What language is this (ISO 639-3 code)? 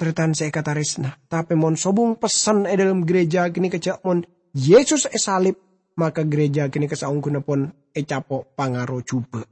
mad